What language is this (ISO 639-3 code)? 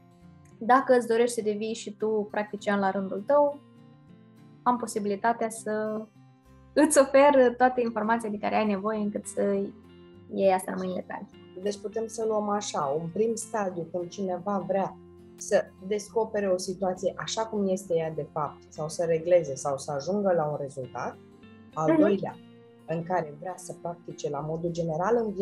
ron